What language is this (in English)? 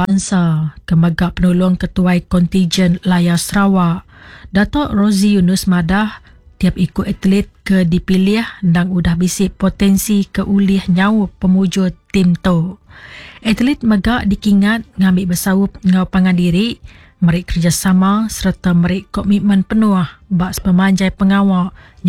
Iban